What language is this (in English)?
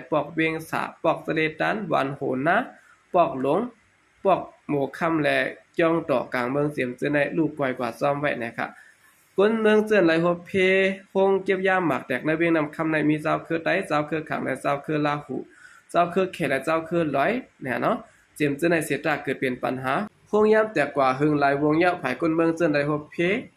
Shan